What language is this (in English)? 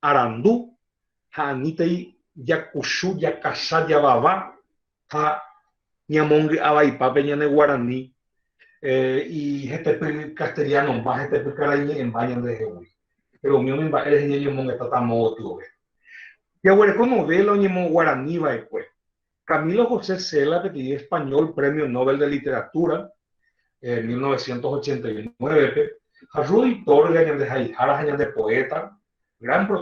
Guarani